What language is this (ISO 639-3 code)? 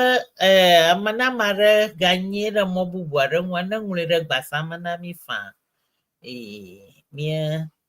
ewe